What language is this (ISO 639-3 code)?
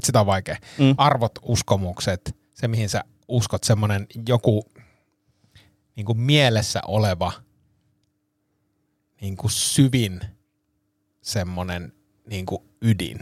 fin